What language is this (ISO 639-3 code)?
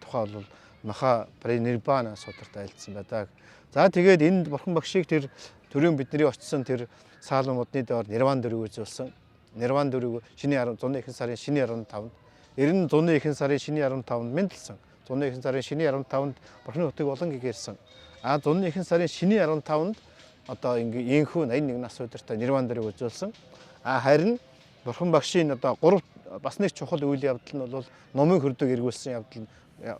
mon